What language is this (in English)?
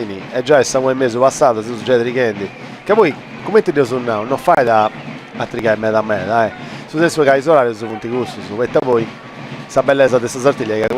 Sardinian